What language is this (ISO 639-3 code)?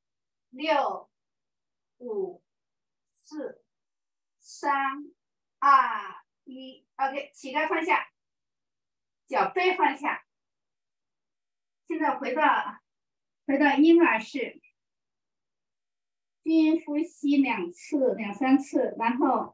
zho